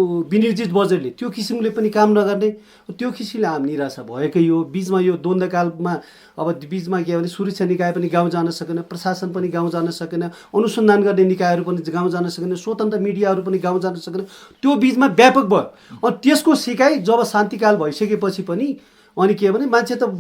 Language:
Nepali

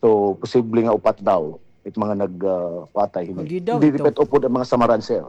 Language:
Waray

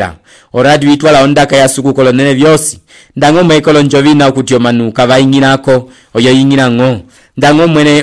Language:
Umbundu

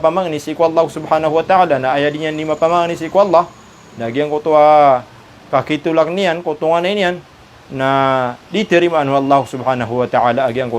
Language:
Maranao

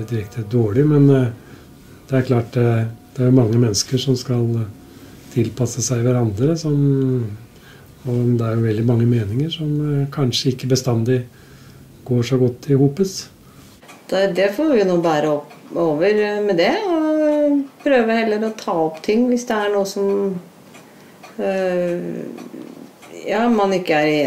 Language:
Norwegian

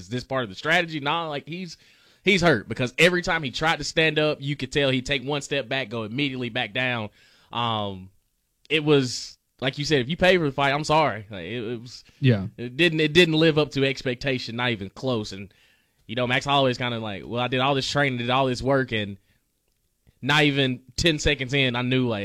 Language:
English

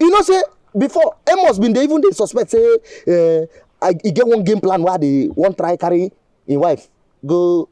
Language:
Nigerian Pidgin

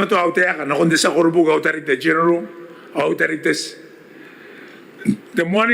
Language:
Gilbertese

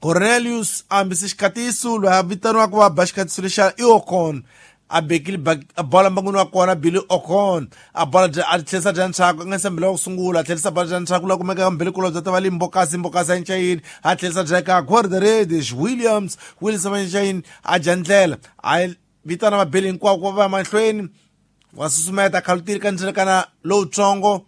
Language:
Tsonga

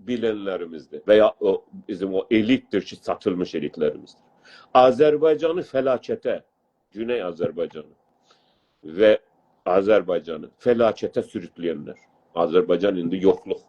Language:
South Azerbaijani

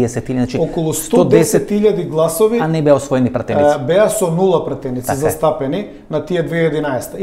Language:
Macedonian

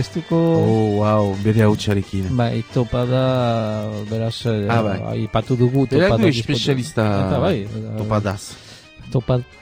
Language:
Basque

